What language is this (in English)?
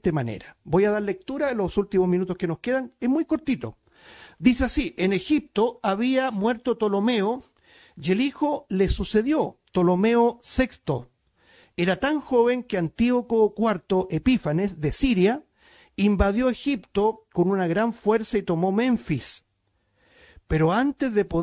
Spanish